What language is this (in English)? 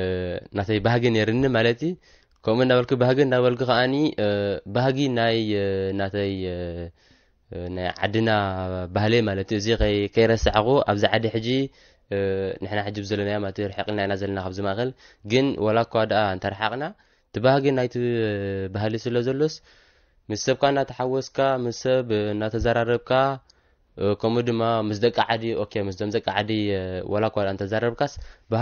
Tigrinya